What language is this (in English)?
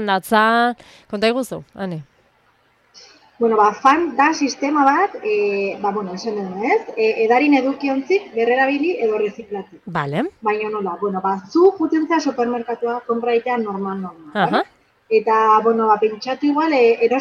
Basque